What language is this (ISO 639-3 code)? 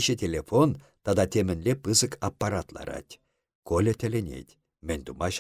chv